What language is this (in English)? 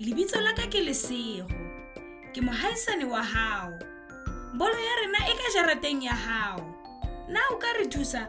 Southern Sotho